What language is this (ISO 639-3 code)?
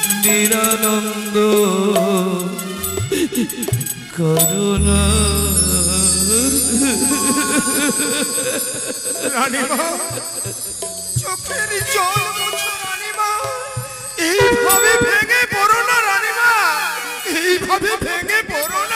ben